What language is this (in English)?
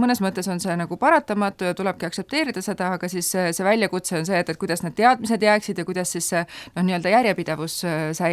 Estonian